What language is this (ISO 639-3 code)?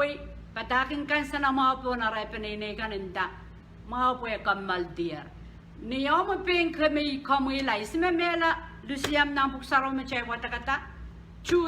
pon